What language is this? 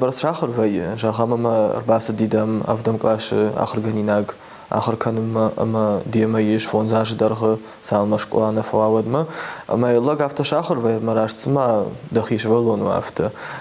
Ossetic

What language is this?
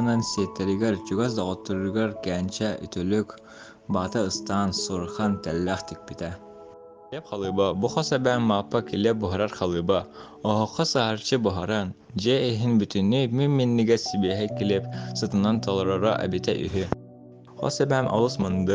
Yakut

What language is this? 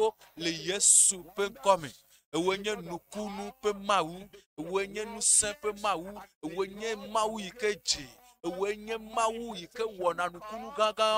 Ewe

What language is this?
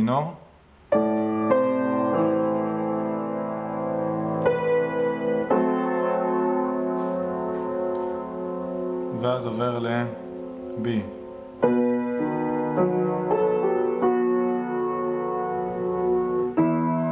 Hebrew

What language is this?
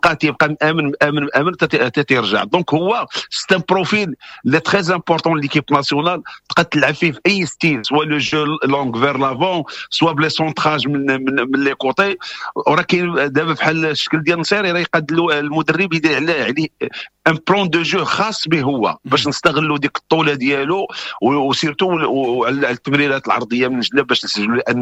Moroccan Arabic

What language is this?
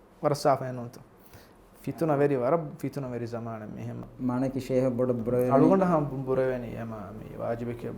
Divehi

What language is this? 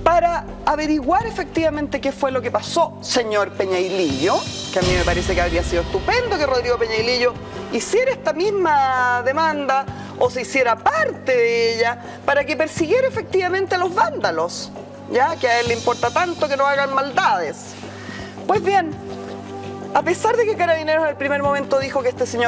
Spanish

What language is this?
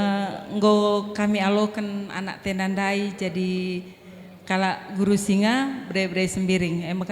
Batak Karo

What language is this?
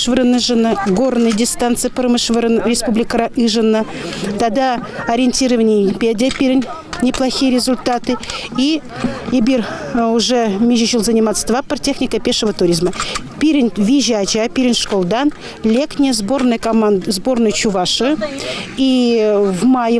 Chuvash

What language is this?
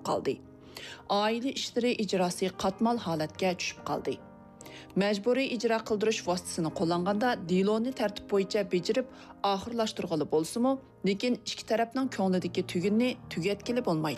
Uyghur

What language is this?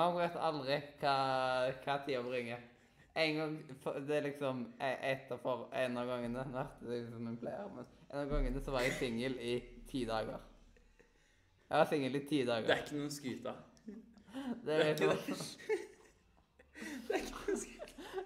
Norwegian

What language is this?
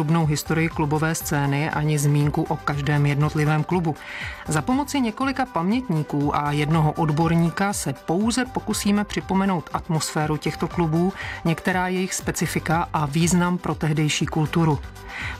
Czech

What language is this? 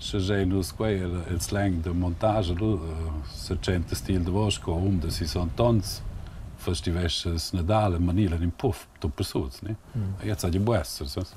Romansh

